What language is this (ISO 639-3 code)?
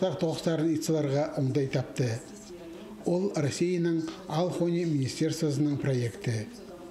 kjh